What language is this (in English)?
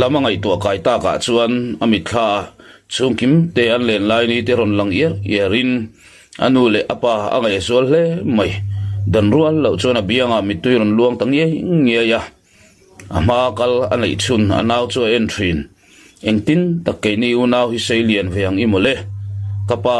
Mizo